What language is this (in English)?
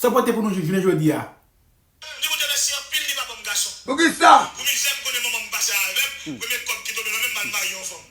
Haitian Creole